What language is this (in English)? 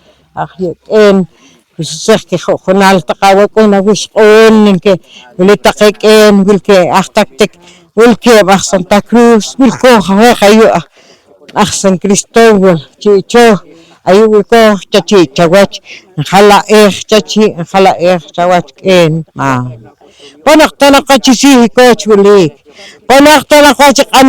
Poqomchi'